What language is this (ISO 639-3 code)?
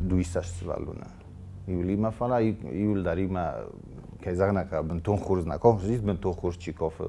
oss